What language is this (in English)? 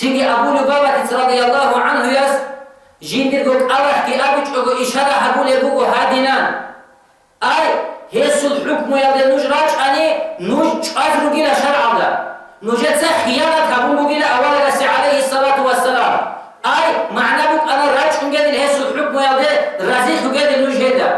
Avaric